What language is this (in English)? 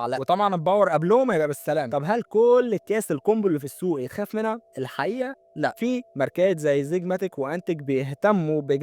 Egyptian Arabic